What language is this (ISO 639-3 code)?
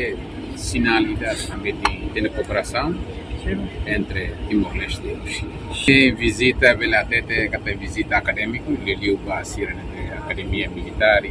tet